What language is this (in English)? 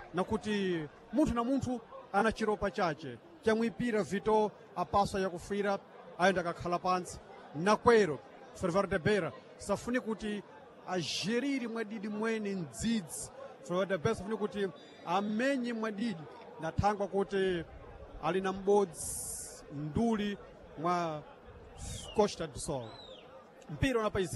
Sena